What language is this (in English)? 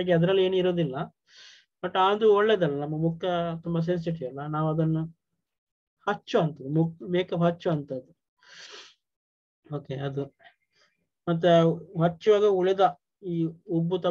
Kannada